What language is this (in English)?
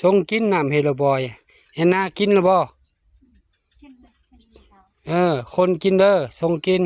Northeastern Thai